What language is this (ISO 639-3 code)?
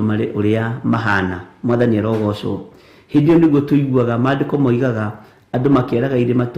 kik